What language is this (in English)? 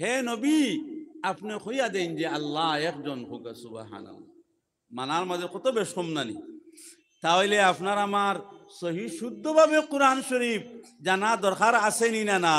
Sylheti